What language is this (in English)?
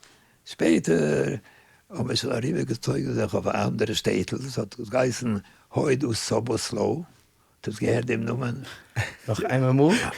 Yiddish